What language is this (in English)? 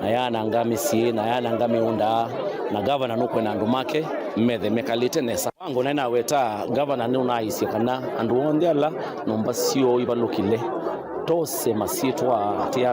Kamba